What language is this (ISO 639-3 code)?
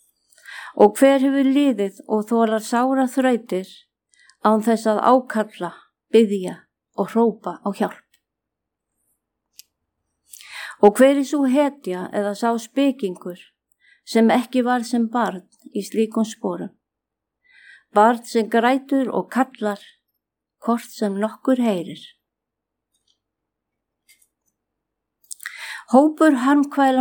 isl